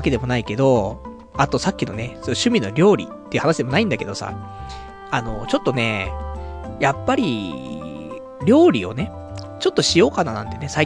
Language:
Japanese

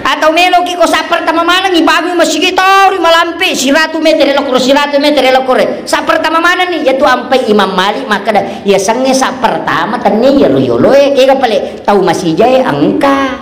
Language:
Buginese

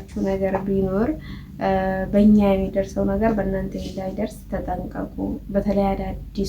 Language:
Amharic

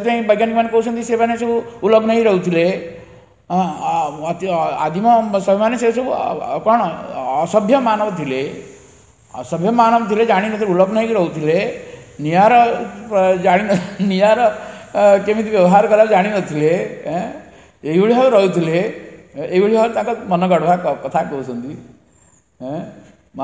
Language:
Odia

